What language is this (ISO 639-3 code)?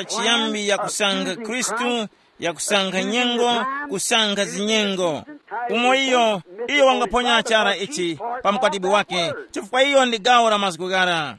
tum